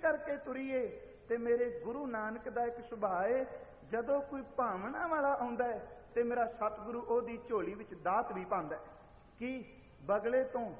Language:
Punjabi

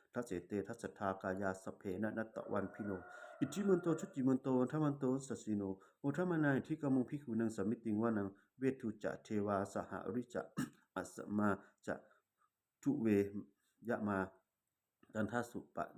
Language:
Pali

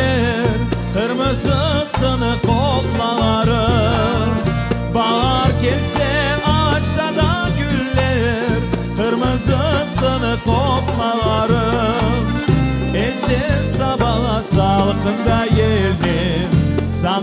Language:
Crimean Tatar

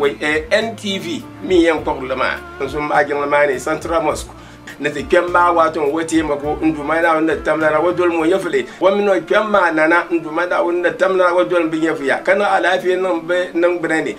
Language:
Dagbani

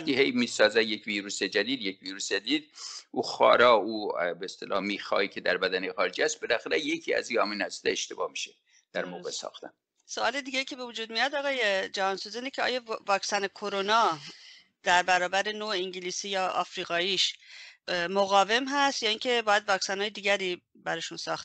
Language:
Persian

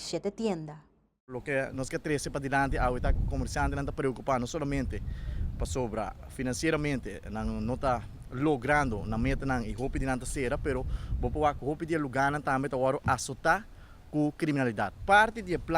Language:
Papiamento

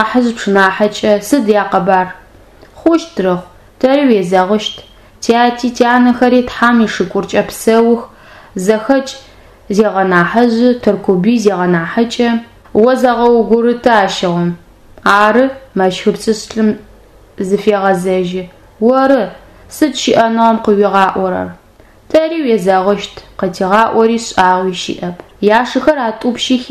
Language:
Adyghe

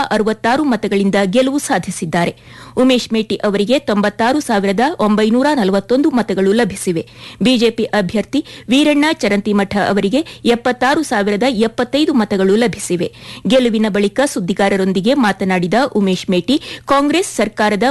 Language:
Kannada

